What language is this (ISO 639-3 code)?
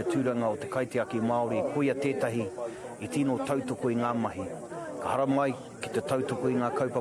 mri